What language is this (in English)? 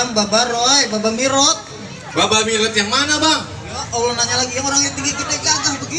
Betawi